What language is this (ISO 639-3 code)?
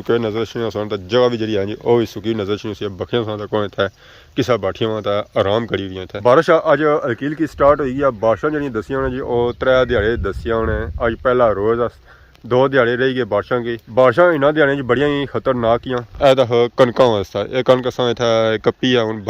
phr